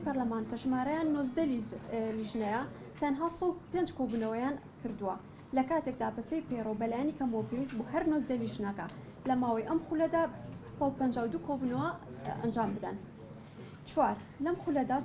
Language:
Central Kurdish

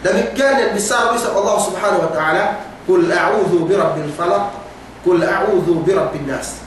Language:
Yakan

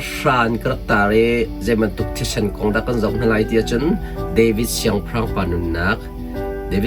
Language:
Hakha Chin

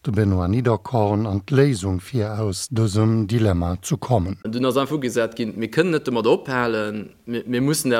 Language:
Luxembourgish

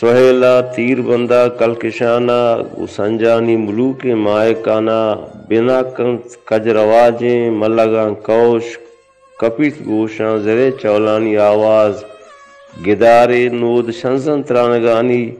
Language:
Baluchi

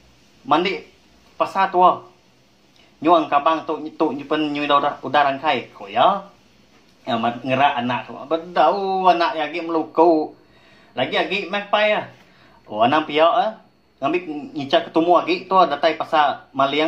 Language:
Iban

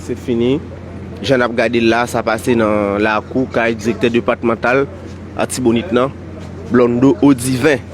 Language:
Haitian Creole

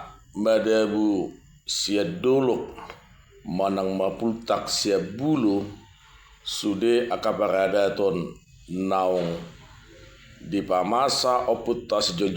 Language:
Batak Toba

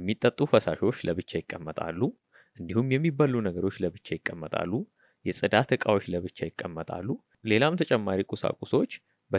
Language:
Amharic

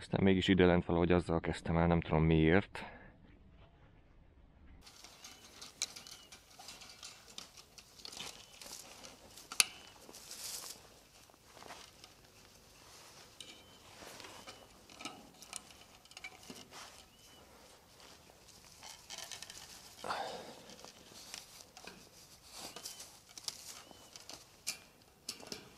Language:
Hungarian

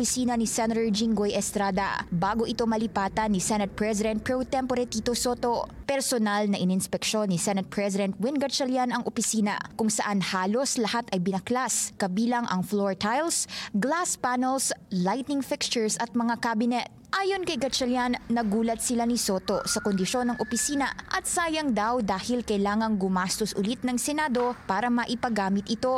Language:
Filipino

